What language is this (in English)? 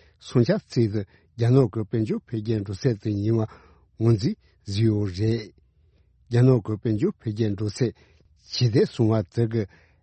Tibetan